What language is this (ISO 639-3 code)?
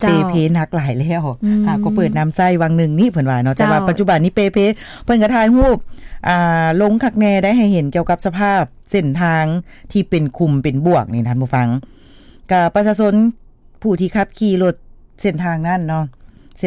lao